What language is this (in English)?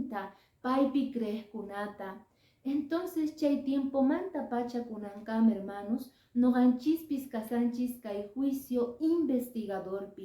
Quechua